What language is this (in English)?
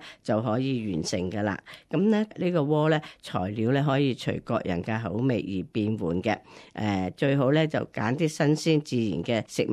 Cantonese